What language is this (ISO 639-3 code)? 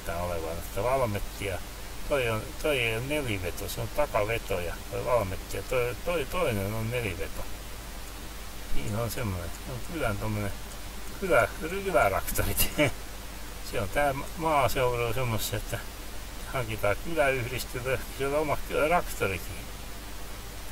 fin